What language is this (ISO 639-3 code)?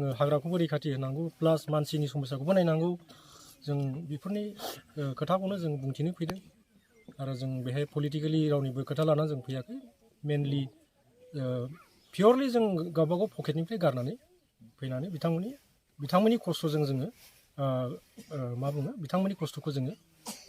brx